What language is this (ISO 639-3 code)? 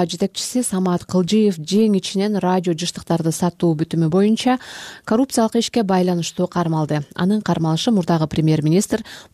kir